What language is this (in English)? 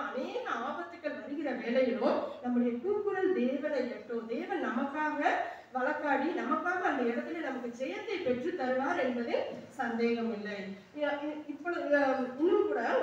Tamil